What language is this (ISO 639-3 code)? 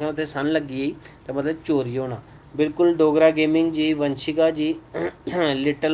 doi